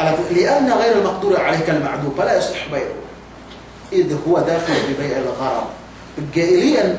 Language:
Yakan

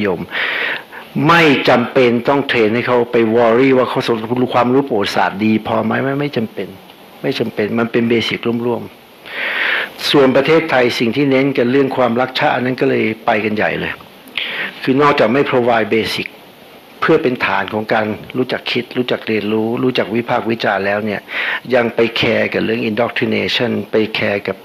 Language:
Thai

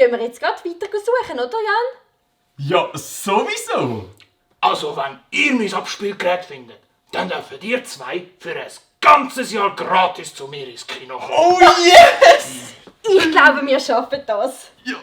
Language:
Swiss German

